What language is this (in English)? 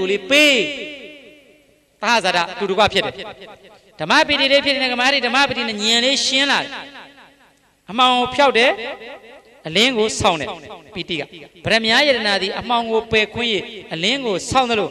Burmese